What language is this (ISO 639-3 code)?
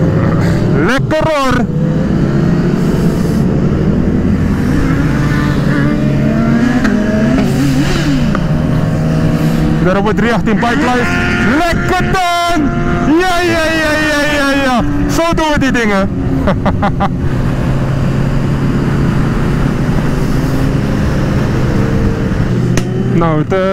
nld